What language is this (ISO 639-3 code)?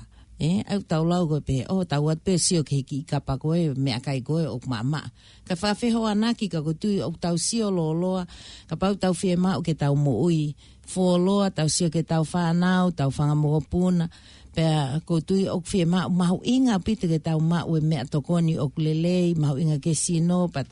ton